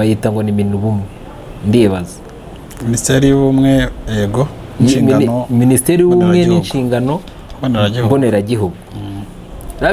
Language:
Kinyarwanda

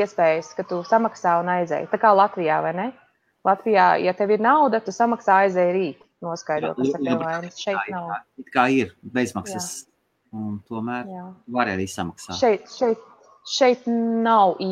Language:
Latvian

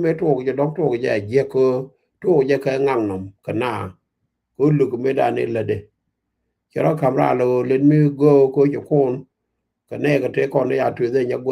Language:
Nuer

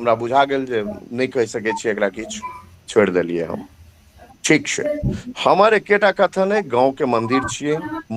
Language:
Maithili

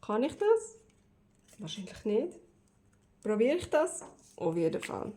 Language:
Swiss German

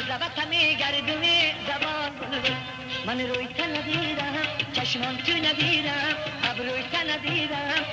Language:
Persian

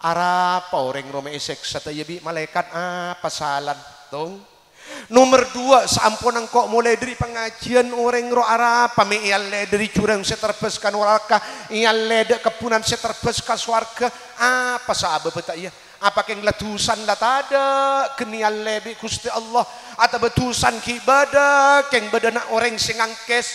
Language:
Madurese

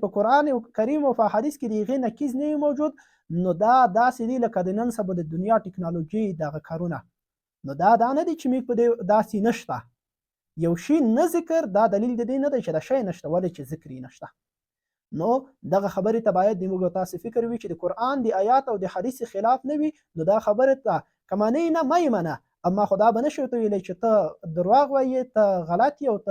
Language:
Pashto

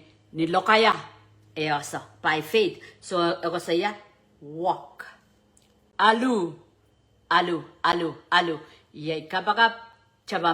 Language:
Pohnpeian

